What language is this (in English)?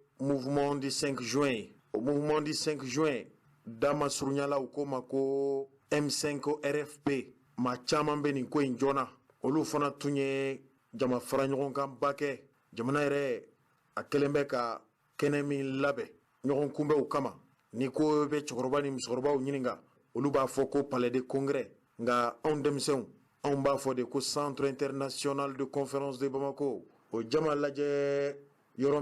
Bambara